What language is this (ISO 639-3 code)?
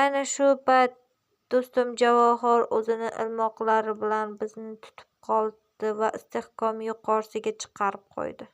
uzb